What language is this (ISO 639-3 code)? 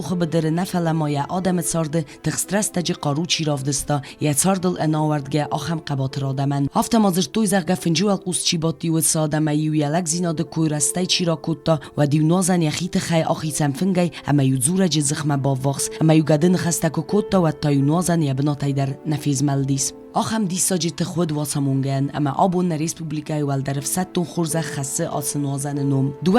oss